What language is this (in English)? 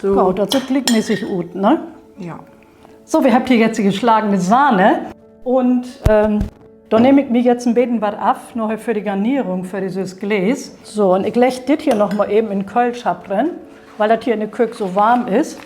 Low German